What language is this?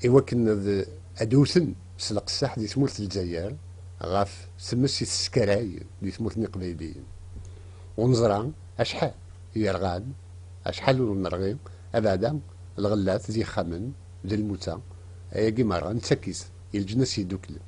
Kabyle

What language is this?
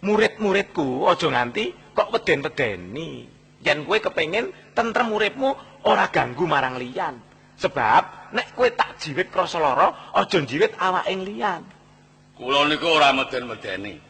Javanese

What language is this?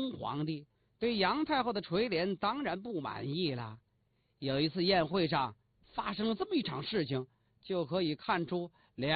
Chinese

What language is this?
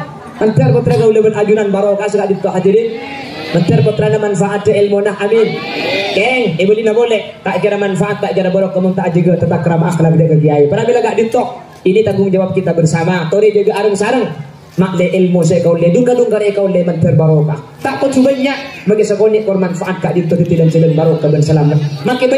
Madurese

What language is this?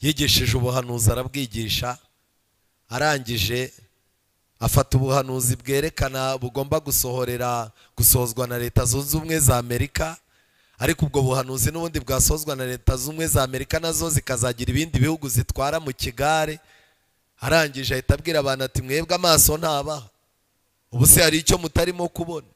Kinyarwanda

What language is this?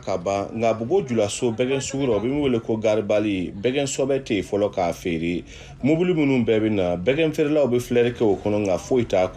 Bambara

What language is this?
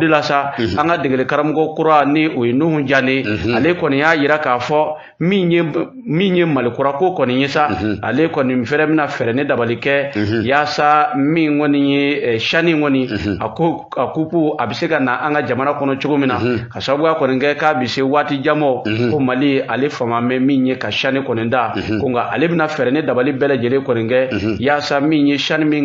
Bambara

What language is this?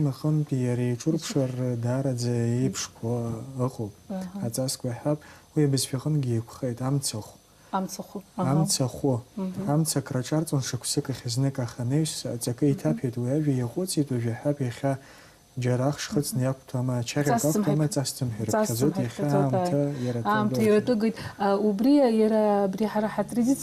Abkhazian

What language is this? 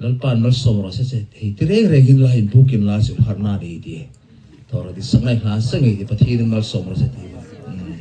Hmar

